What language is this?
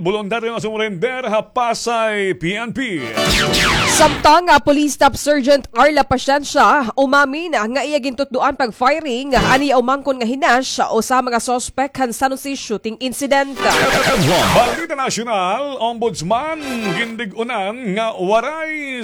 Waray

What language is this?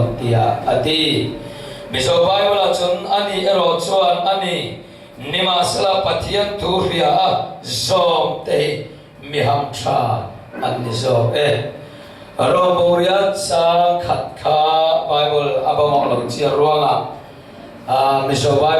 Falam Chin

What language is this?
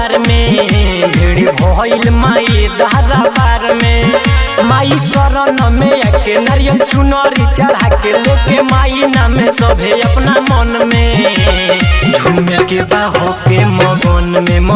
Bhojpuri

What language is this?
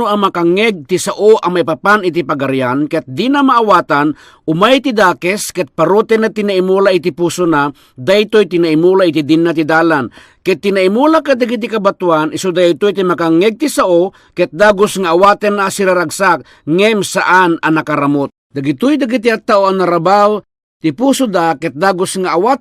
Iloko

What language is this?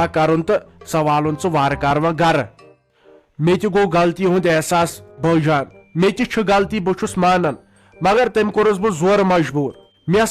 Kashmiri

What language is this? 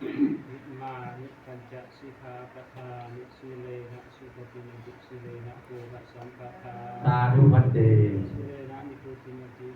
Pali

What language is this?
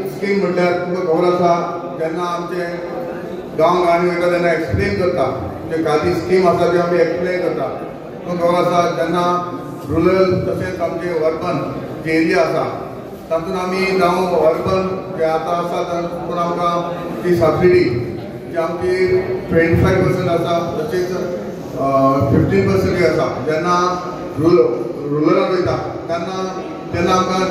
Konkani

